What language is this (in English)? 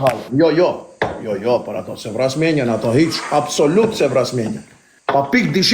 Albanian